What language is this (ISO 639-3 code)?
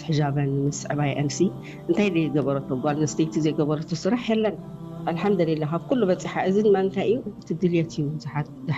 tir